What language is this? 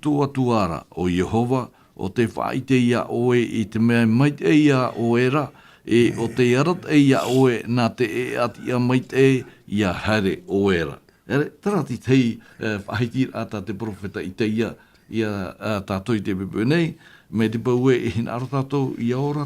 Tahitian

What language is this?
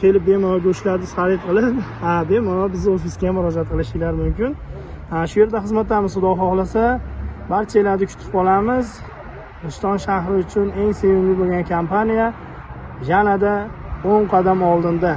Uzbek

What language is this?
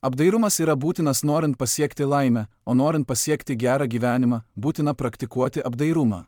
Lithuanian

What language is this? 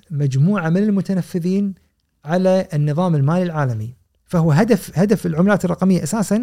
Gulf Arabic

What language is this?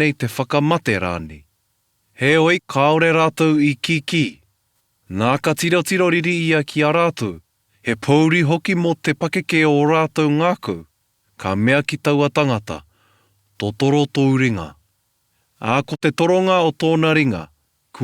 Māori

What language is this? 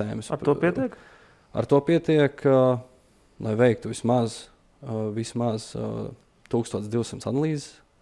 Latvian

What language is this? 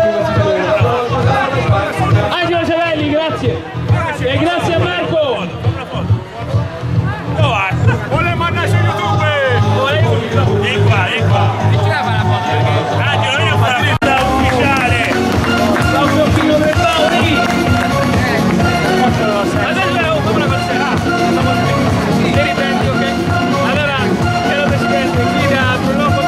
Italian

